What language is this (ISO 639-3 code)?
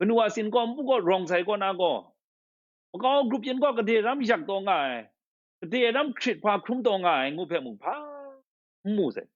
kac